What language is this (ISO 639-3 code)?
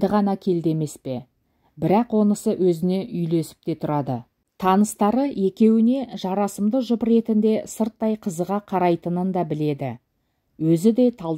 kaz